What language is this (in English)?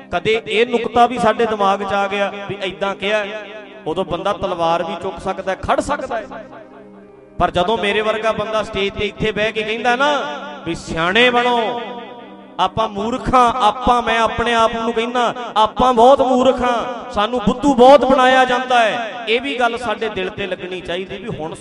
Punjabi